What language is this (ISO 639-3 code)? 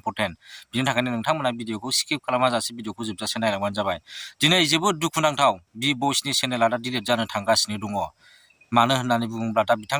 brx